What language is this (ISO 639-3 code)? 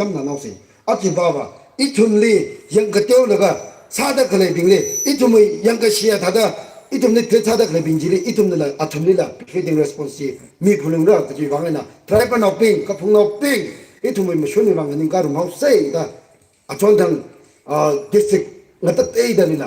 nmf